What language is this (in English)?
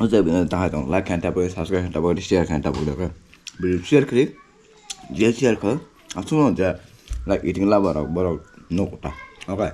Kok Borok